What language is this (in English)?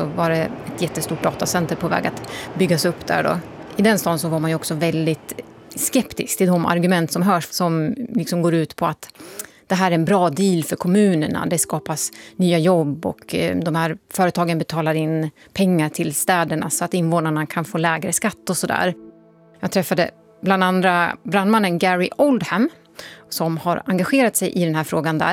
Swedish